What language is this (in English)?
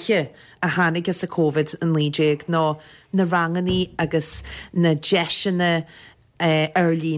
Irish